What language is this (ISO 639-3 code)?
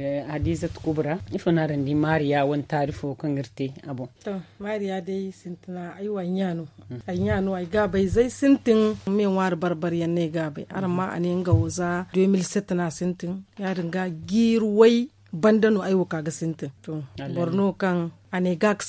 dje